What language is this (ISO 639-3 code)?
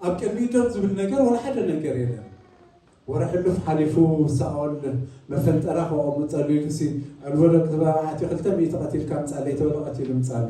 tir